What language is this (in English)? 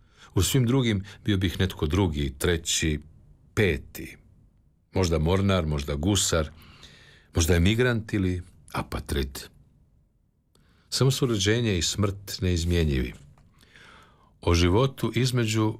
Croatian